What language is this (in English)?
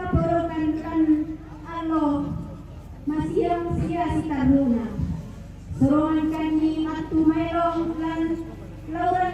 Toraja-Sa'dan